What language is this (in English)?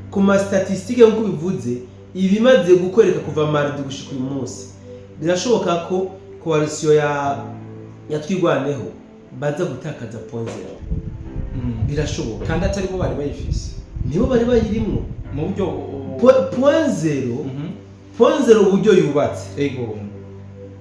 Rundi